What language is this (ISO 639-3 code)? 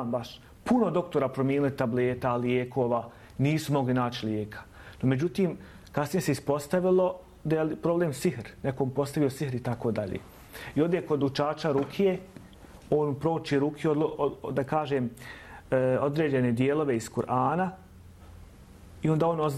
bos